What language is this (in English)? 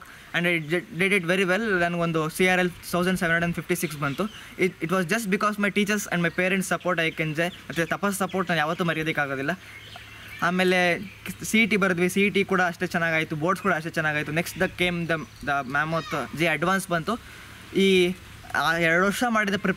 Kannada